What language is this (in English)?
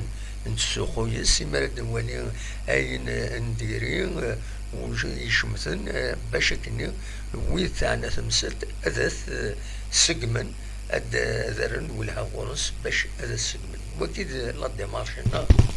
Kabyle